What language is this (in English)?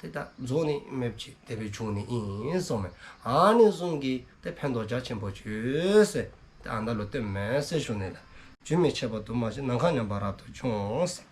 Dzongkha